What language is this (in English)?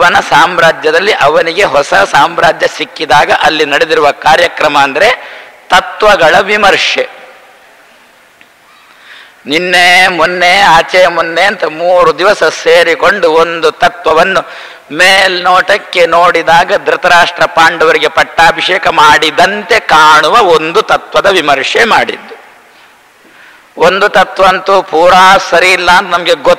Kannada